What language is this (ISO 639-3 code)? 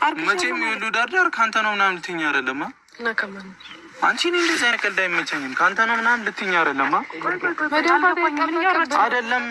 amh